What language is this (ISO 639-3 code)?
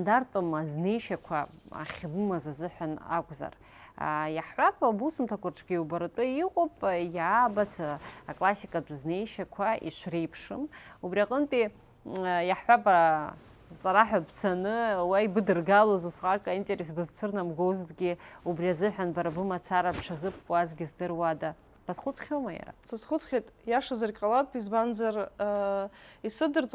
abk